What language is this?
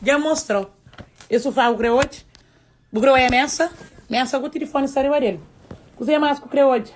Kabuverdianu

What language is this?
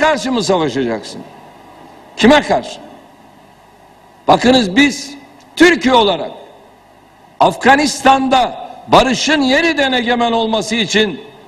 Turkish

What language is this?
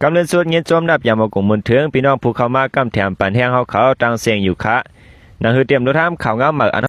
Shan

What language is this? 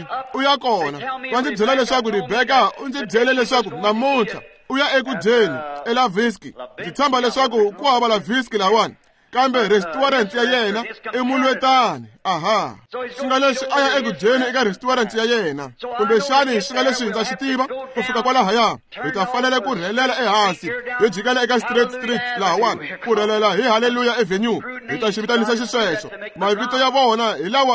Tsonga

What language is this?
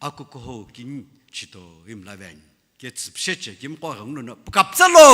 Sumi Naga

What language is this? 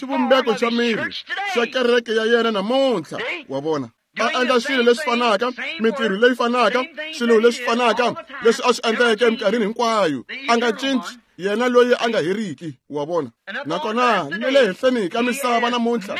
Tsonga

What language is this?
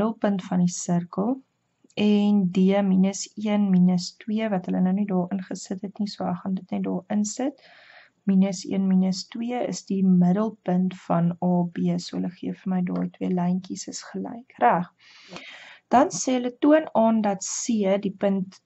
Afrikaans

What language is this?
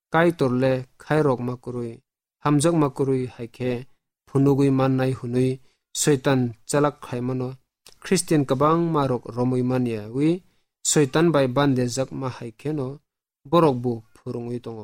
Kok Borok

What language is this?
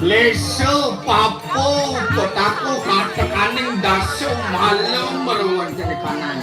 Balinese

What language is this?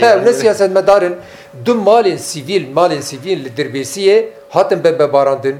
Kurdish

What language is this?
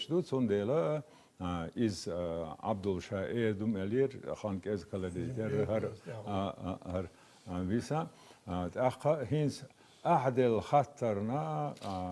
Chechen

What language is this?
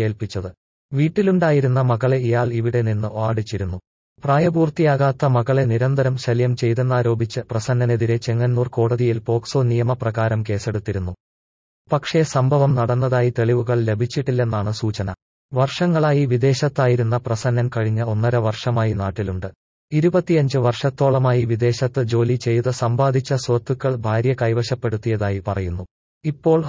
Malayalam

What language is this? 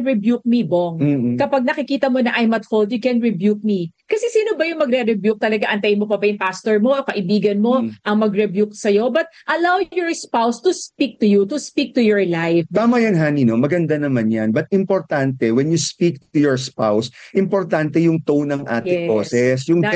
Filipino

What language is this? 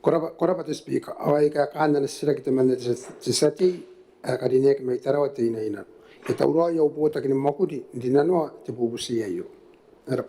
Gilbertese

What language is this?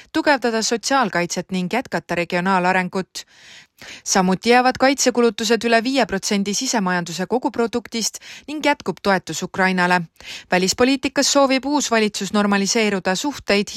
Estonian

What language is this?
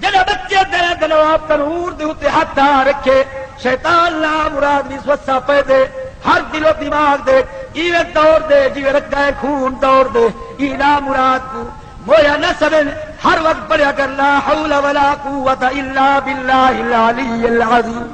Saraiki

